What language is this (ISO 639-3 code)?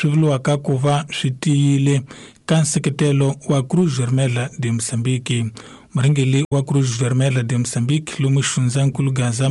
tso